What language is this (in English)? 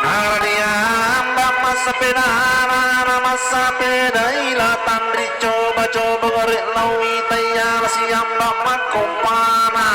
Buginese